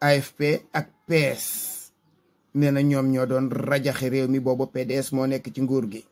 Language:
Wolof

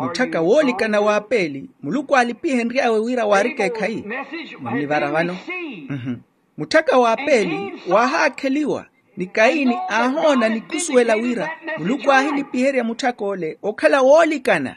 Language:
Makhuwa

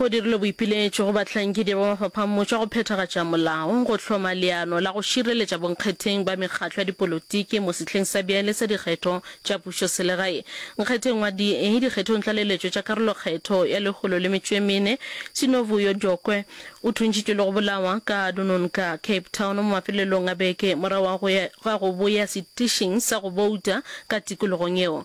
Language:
Northern Sotho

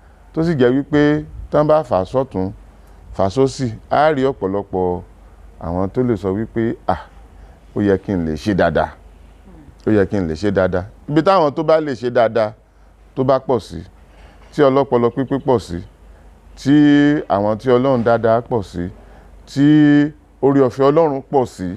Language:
Yoruba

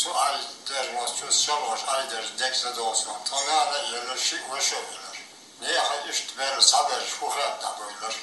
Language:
Chechen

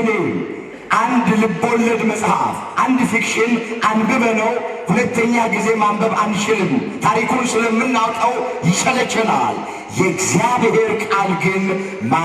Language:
Amharic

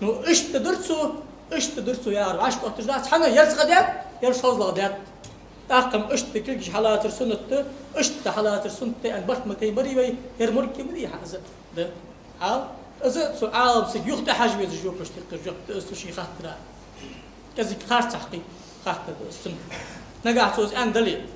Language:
Ingush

